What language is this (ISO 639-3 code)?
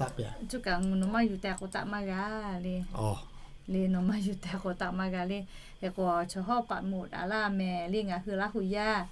lhu